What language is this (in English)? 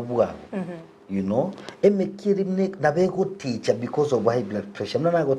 Gusii